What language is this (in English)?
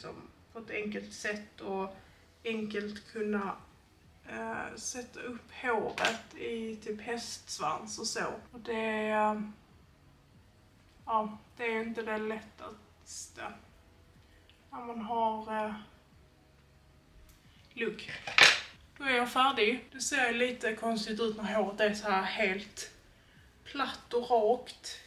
Swedish